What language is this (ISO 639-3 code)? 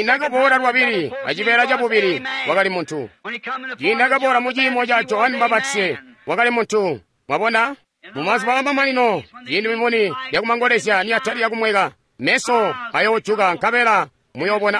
toi